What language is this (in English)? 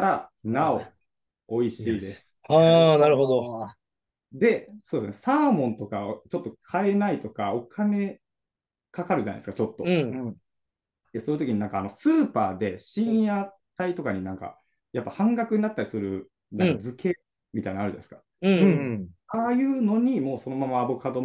Japanese